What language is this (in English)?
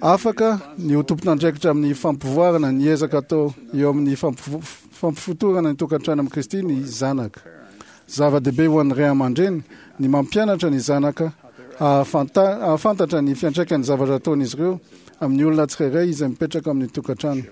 Malagasy